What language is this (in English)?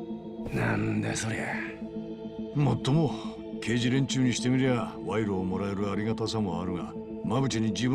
Japanese